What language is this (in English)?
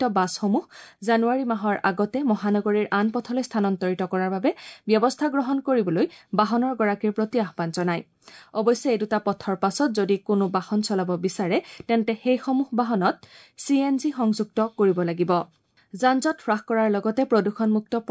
Assamese